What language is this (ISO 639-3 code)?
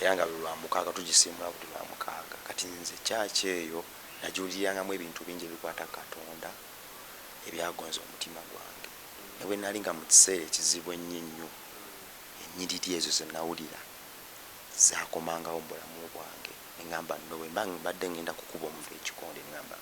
lug